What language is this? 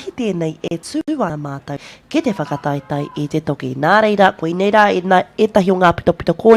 Māori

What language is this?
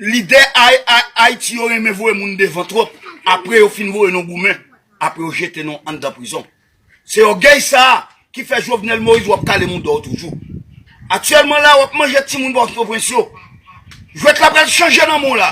Haitian Creole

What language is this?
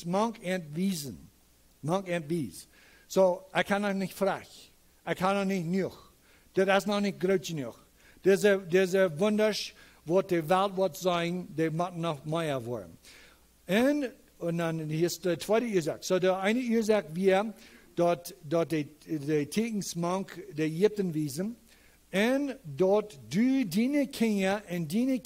Plautdietsch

